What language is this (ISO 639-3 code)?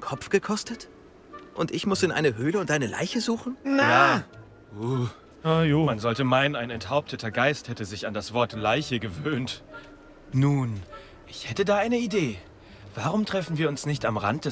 bar